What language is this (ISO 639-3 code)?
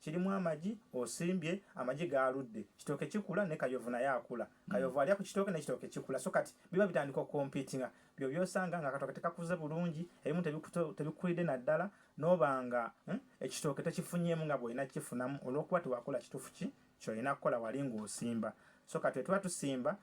lug